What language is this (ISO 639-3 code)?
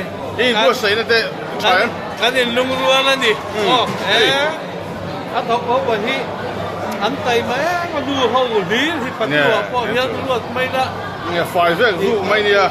lus